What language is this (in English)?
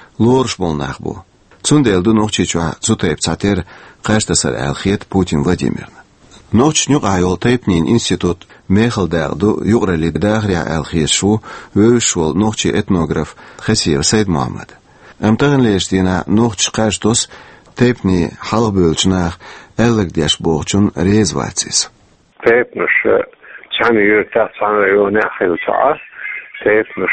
Chechen